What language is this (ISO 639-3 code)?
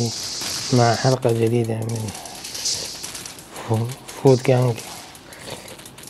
acm